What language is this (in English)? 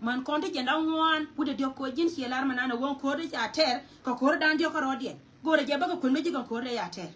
Nuer